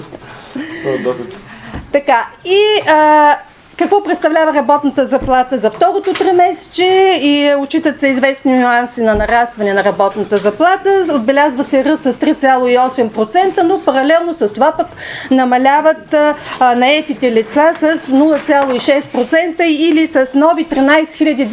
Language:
Bulgarian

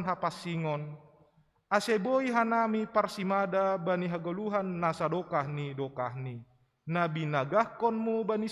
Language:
Batak Simalungun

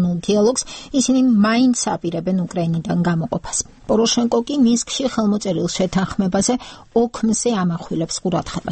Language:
Georgian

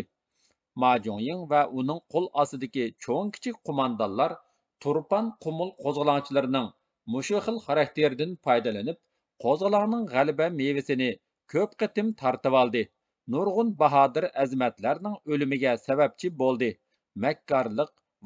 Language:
Uyghur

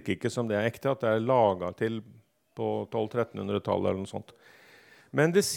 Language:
Norwegian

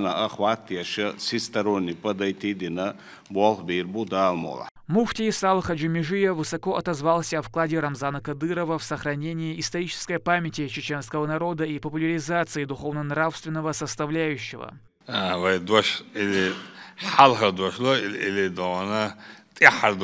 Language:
Chechen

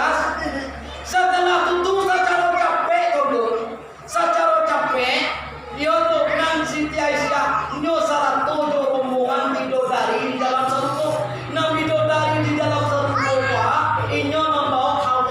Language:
Minangkabau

